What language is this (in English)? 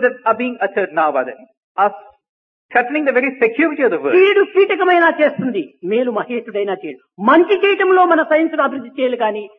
Telugu